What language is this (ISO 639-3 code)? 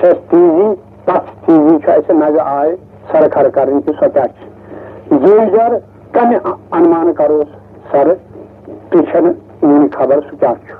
kas